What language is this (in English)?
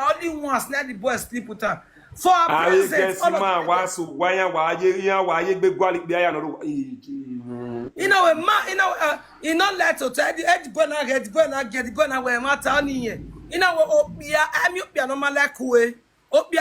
Nigerian Pidgin